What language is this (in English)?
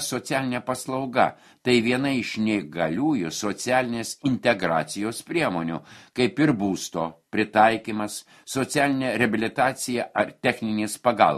Lithuanian